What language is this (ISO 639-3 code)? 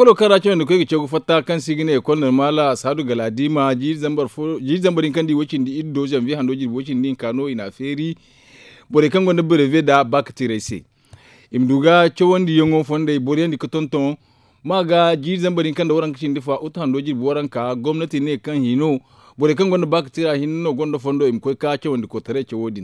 dje